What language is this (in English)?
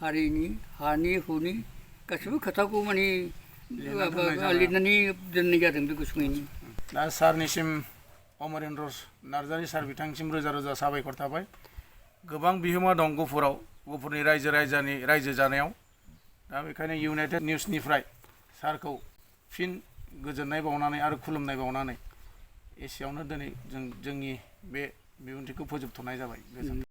Bodo